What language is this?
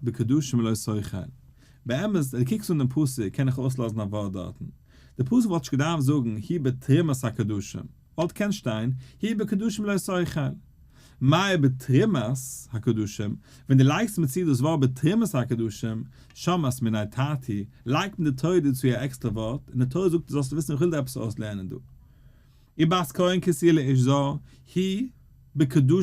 Yiddish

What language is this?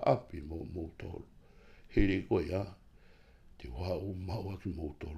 Tongan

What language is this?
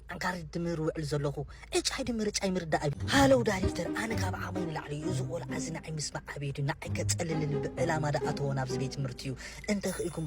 Tigrinya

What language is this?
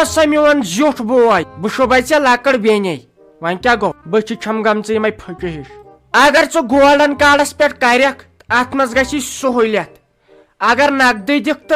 Kashmiri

